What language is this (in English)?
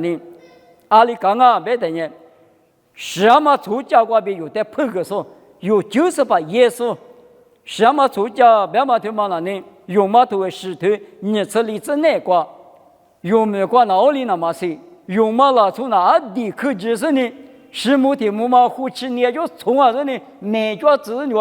Lisu